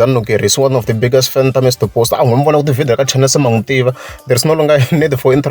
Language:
Tsonga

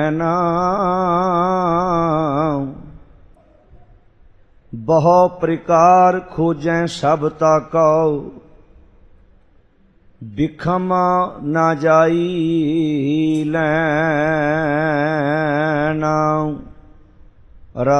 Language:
Punjabi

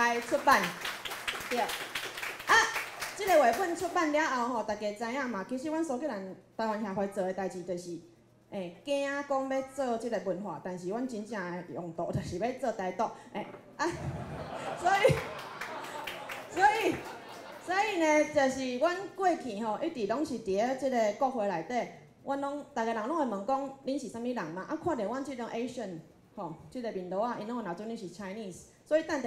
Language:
Min Nan Chinese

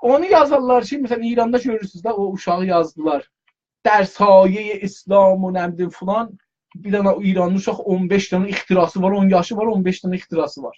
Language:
South Azerbaijani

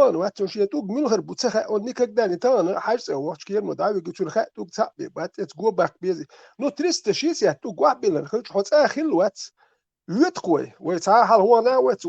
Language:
Chechen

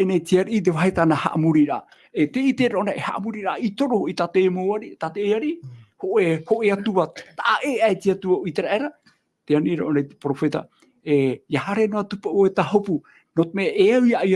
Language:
Tahitian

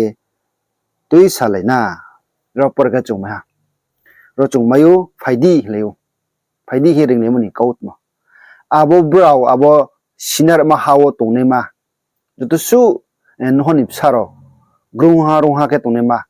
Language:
Riang (India)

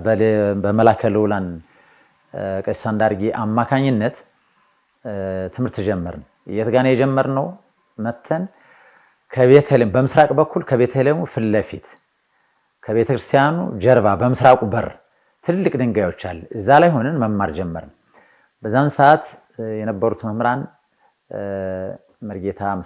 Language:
Amharic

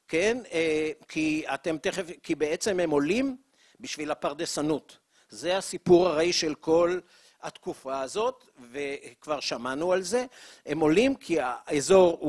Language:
Hebrew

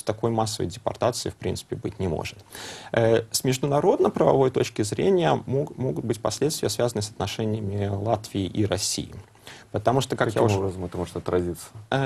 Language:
Russian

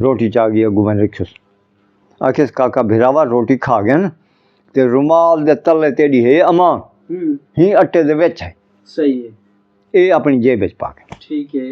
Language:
Saraiki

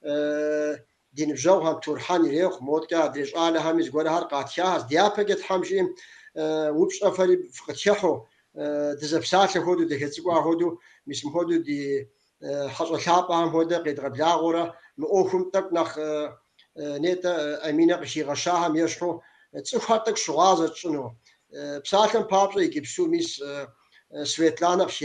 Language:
Kabardian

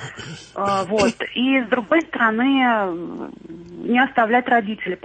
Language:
Russian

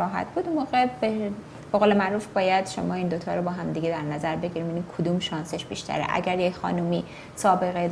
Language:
Persian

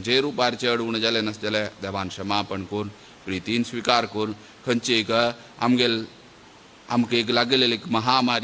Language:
Konkani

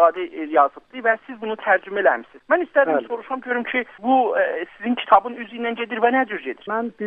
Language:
South Azerbaijani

